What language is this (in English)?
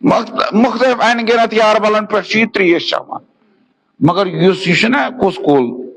Kashmiri